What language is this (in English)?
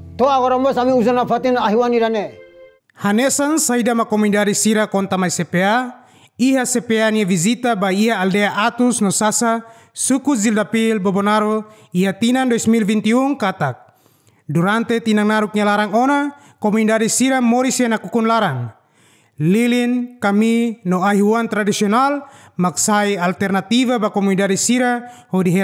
Tetum